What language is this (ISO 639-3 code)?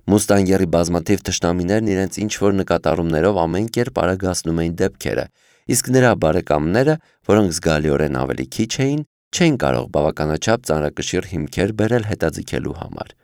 hye